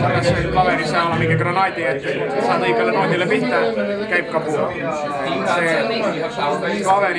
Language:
Estonian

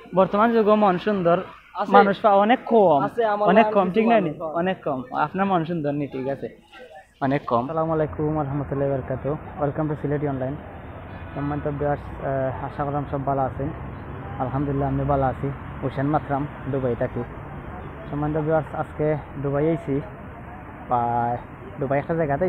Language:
Sylheti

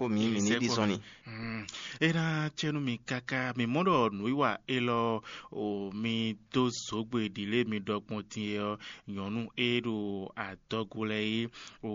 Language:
Fon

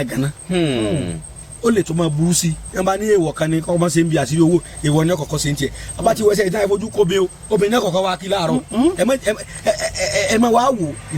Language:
Yoruba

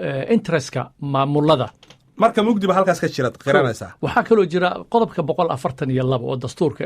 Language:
Somali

